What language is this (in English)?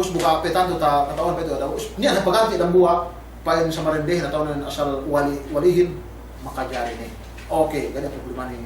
Yakan